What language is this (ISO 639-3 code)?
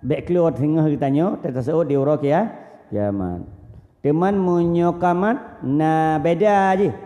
ace